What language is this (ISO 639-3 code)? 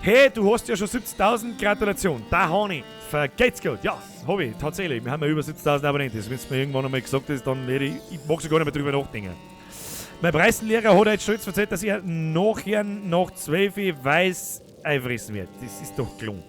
bar